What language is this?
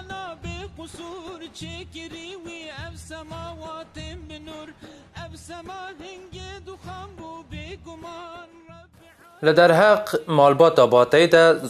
Kurdish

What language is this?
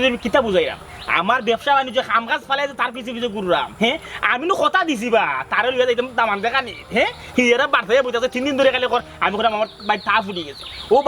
Sylheti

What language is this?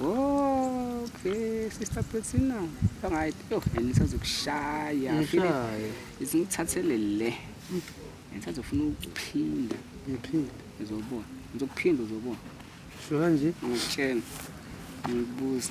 Zulu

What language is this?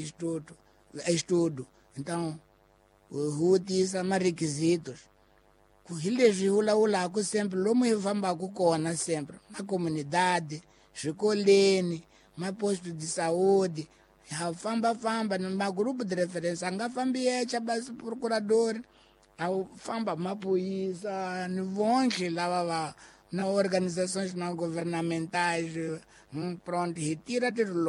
Tsonga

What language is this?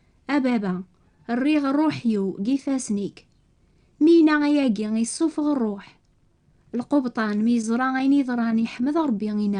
Kabyle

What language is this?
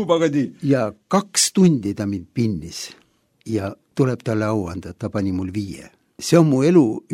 Estonian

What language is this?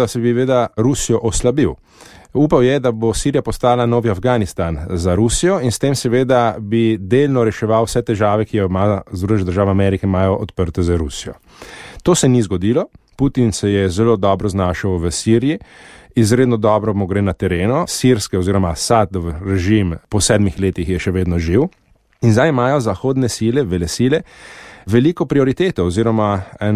Slovenian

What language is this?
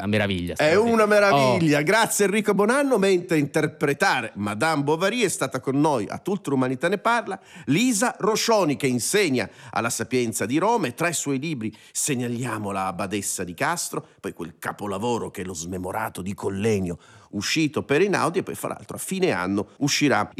Italian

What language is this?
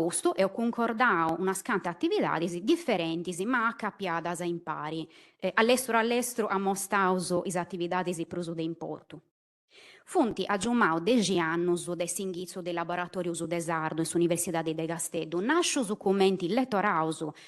Sardinian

